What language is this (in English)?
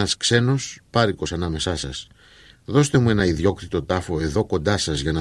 Greek